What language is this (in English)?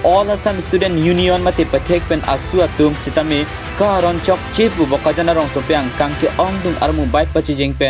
Karbi